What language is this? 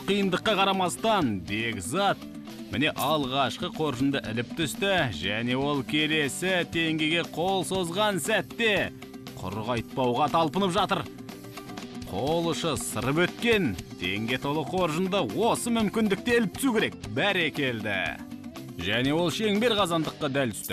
Kazakh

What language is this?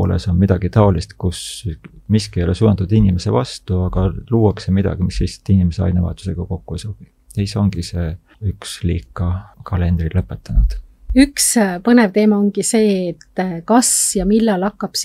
Estonian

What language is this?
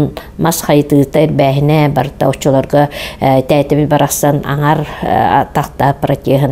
Yakut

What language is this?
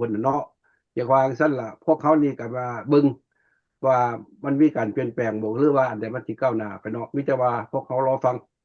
Lao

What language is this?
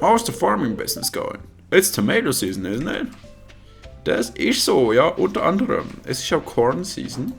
Swiss German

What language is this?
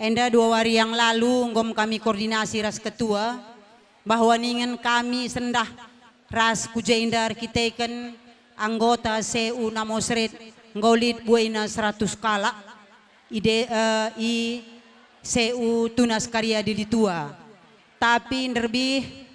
Batak Karo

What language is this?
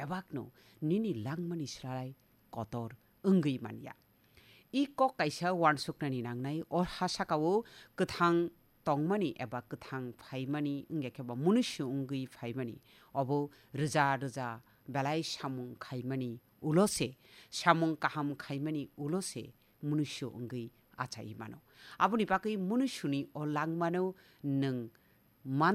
Kok Borok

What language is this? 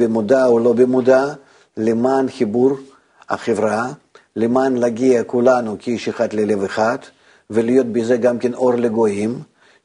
Hebrew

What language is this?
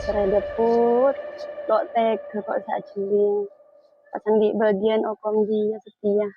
Madurese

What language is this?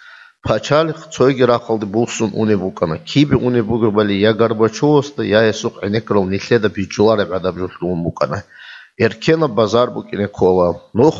Avaric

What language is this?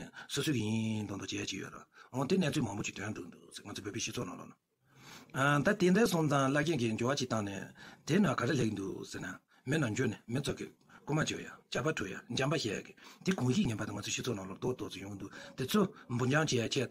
Tibetan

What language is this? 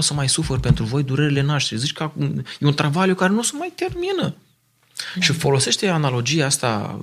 Romanian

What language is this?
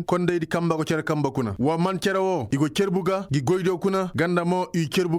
Koyraboro Senni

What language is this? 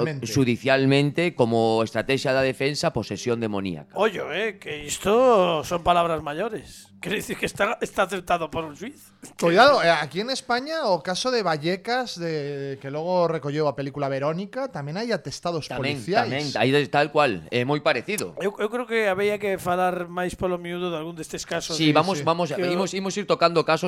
Galician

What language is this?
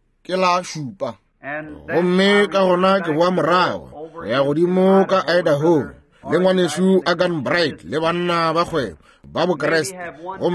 Northern Sotho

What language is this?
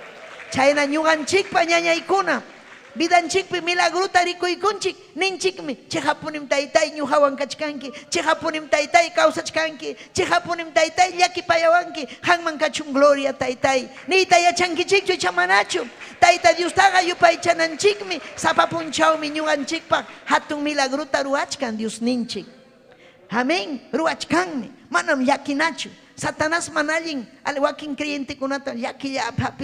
Ayacucho Quechua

